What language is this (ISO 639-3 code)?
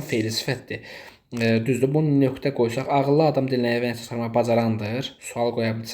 aze